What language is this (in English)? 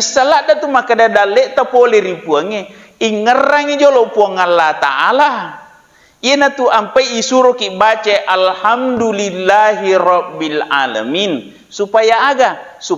Buginese